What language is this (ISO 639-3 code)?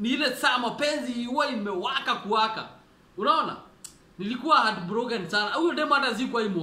swa